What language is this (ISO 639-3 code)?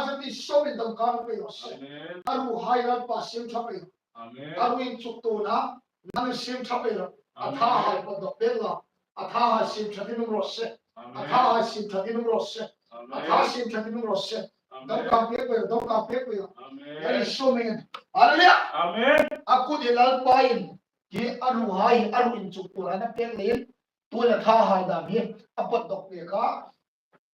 hmr